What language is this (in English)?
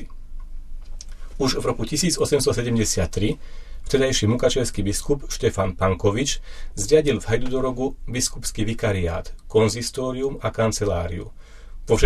Slovak